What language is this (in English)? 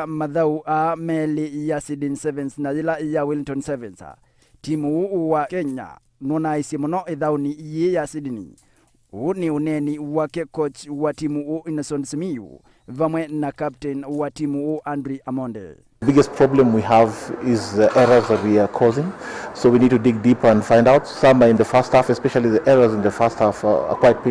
Kamba